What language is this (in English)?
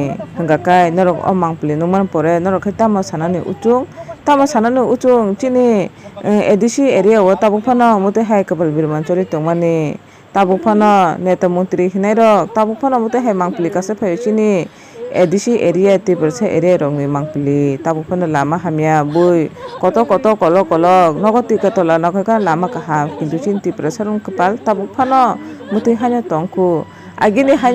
Kok Borok